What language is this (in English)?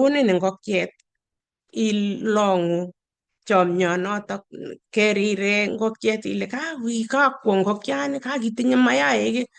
Kalenjin